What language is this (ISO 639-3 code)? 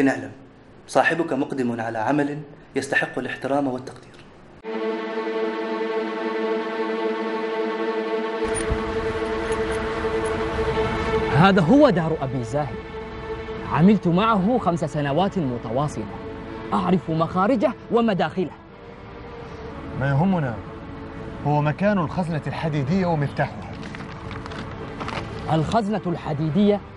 ara